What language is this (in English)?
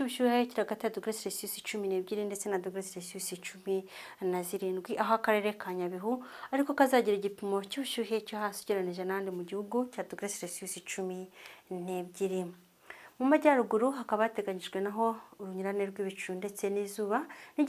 Kinyarwanda